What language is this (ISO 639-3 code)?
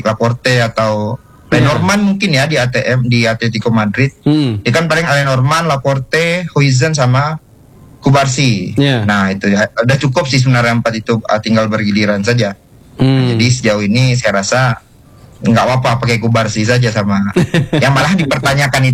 ind